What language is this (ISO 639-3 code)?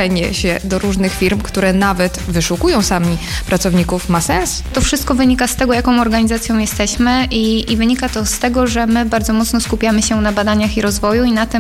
pol